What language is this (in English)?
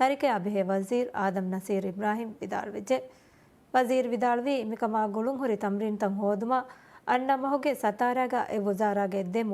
Divehi